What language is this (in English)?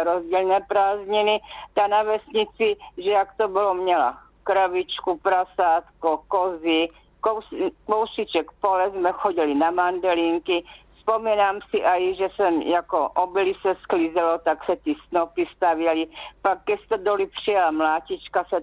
Czech